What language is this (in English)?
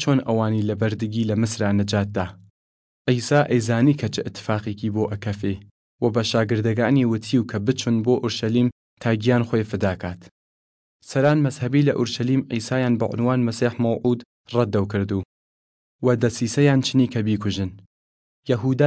Southern Kurdish